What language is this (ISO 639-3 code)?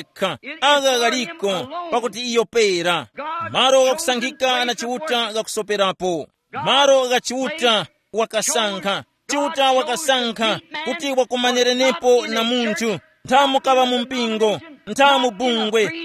tum